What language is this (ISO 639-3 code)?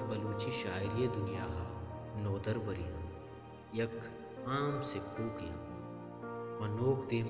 bal